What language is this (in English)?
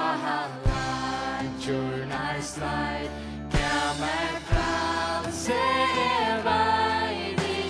Faroese